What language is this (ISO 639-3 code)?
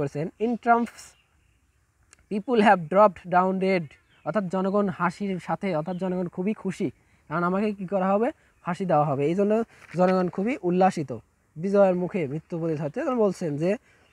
ben